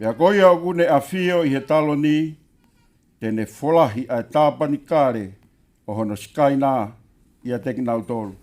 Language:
Tongan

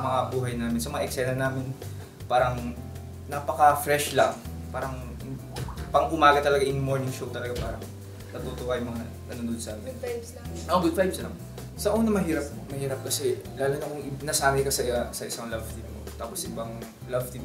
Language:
Filipino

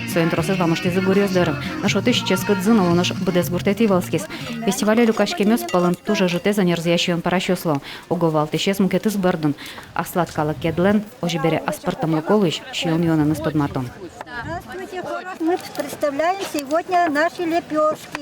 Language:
Udmurt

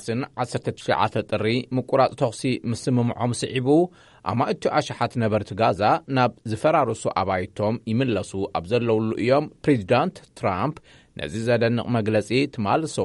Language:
Tigrinya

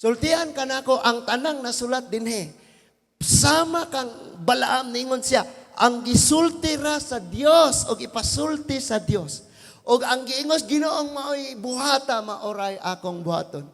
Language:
Cebuano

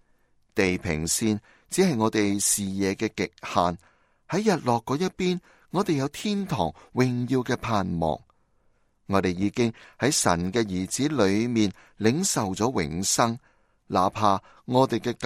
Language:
Cantonese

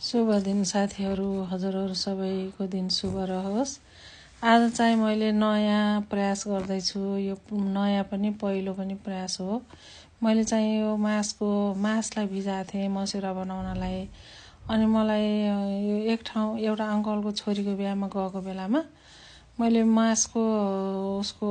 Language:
Nepali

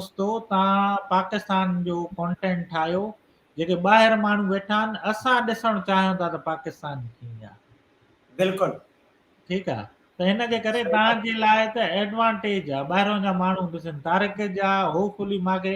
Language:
Sindhi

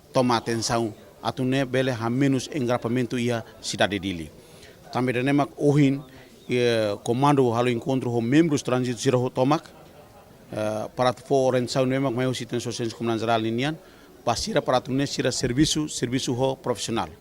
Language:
Tetum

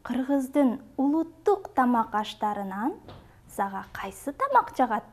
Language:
Kyrgyz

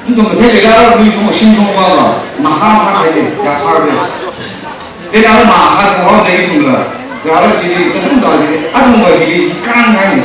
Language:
Tangkhul Naga (India)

